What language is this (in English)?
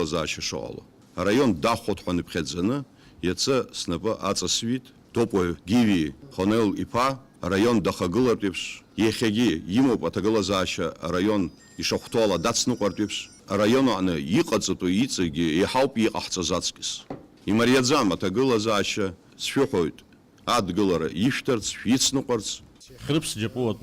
Abkhazian